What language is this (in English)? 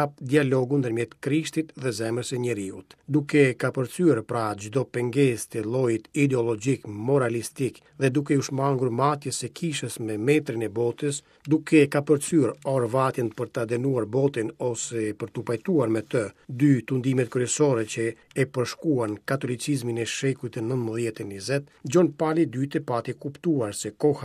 Albanian